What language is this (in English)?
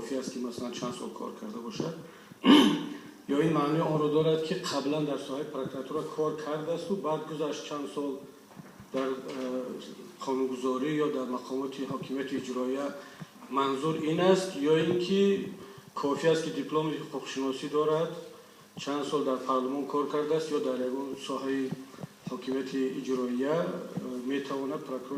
Tajik